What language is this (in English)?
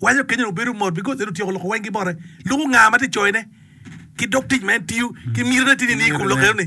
Acoli